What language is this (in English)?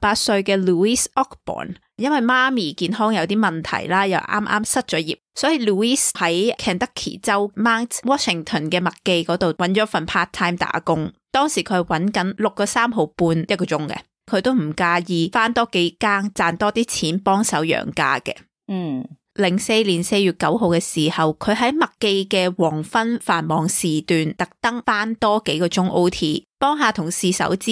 Cantonese